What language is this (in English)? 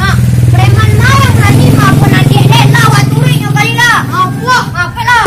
Minangkabau